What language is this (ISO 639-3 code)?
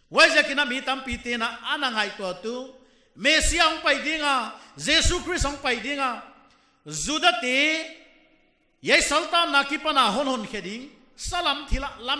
pck